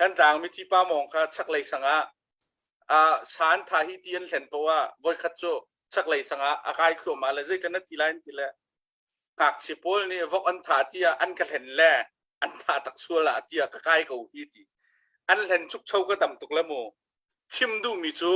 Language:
Hakha Chin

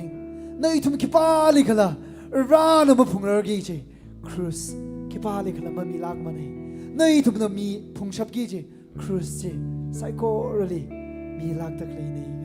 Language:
Tangkhul Naga (India)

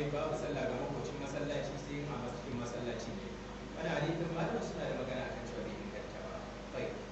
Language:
Hausa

